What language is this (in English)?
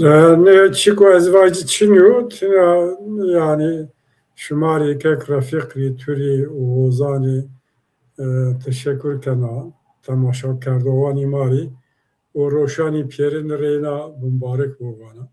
Zaza